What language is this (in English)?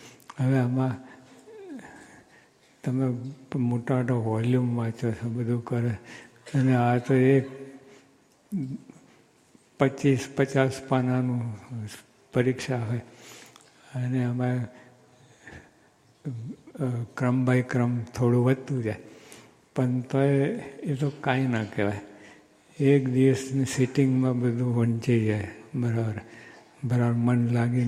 Gujarati